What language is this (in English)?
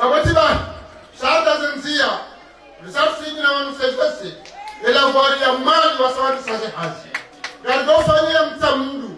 Ngazidja Comorian